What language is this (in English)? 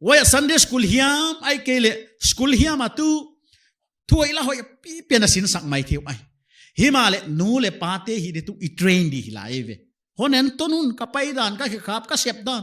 Paite Chin